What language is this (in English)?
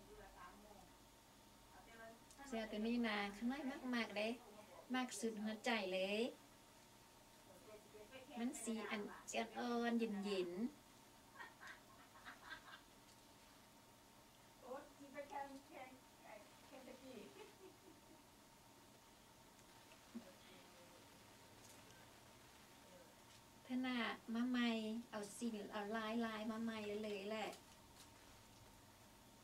Thai